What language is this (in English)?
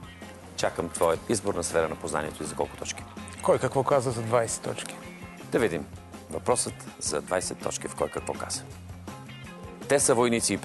Bulgarian